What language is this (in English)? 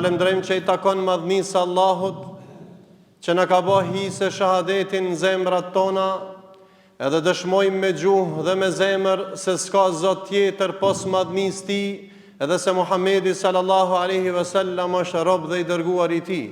Albanian